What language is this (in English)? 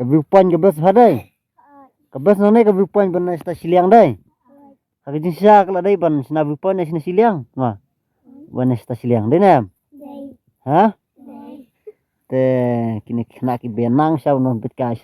Khasi